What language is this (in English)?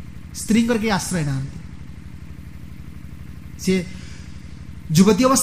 Odia